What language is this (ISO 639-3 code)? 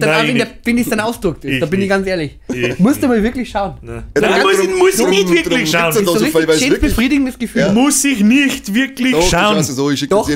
bar